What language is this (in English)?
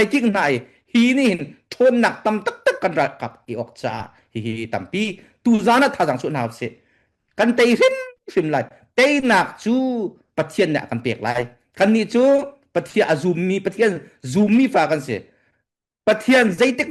Hakha Chin